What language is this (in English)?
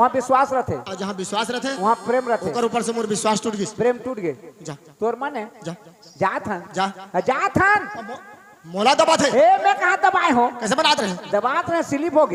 Chhattisgarhi